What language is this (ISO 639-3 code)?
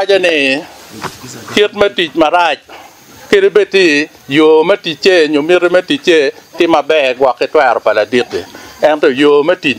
ach